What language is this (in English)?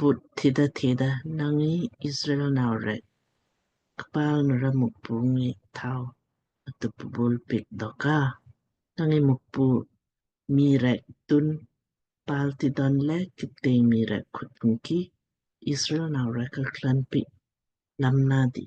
Lamkang